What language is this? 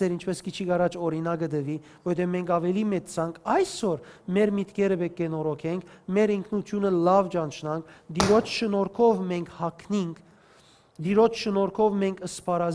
Western Armenian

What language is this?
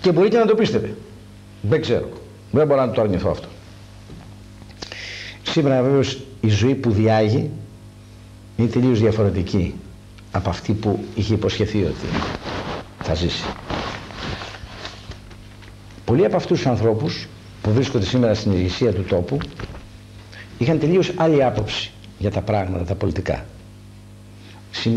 Greek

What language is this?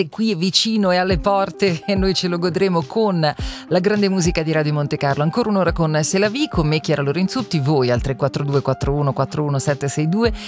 Italian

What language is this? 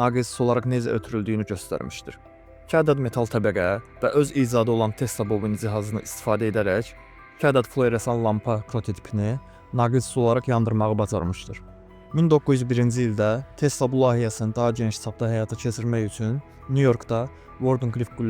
Azerbaijani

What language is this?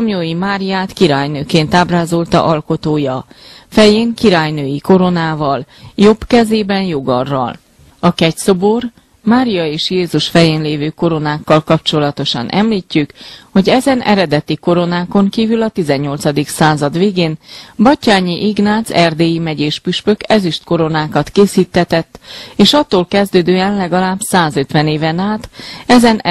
Hungarian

